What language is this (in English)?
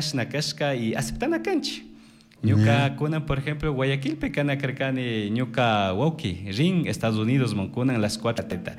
Chimborazo Highland Quichua